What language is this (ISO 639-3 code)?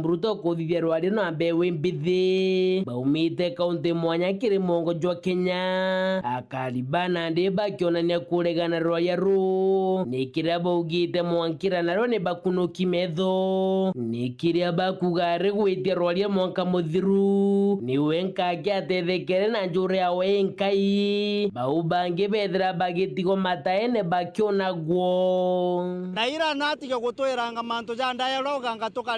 mer